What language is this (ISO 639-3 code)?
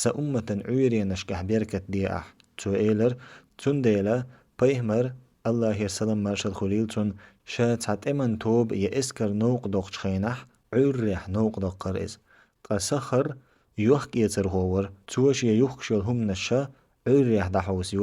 che